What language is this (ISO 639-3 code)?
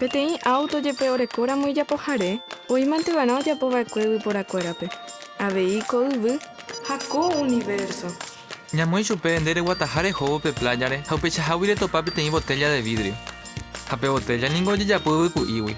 grn